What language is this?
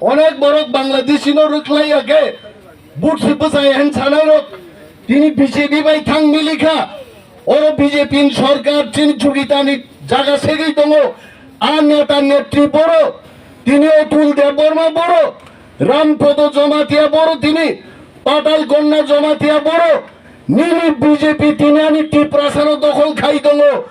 Kok Borok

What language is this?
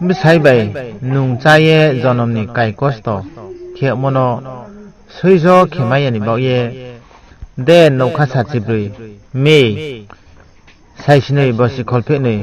Riang (India)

